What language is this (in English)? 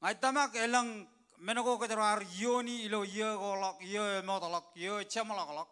Marshallese